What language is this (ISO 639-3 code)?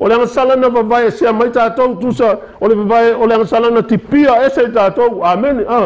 smo